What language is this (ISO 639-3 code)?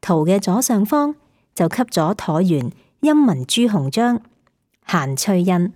yue